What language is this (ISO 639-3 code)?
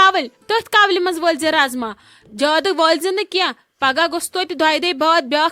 kas